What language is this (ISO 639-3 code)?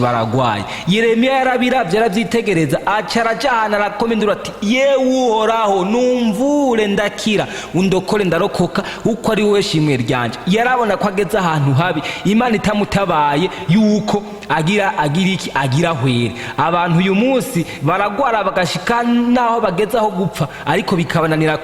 run